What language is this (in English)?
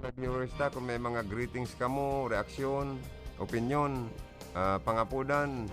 Bikol